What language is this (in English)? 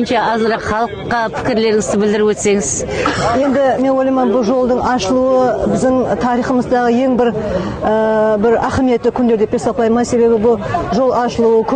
Kara-Kalpak